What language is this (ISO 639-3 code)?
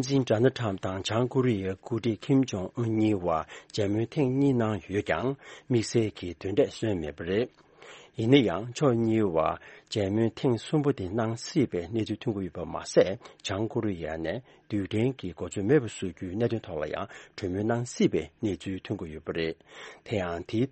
bod